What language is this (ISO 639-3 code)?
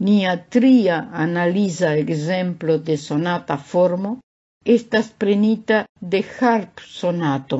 epo